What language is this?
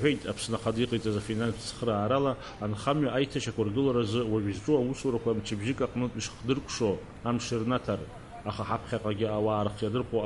Abkhazian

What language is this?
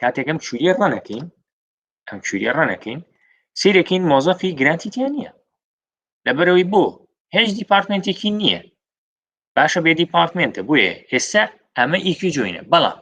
Central Kurdish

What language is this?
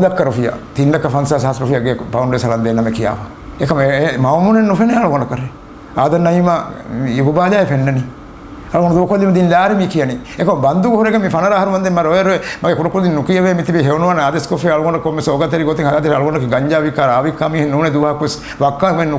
Divehi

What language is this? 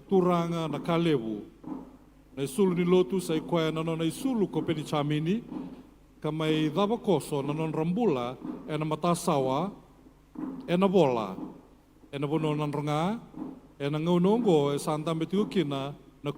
Fijian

